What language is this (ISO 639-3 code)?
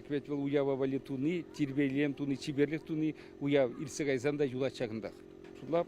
chv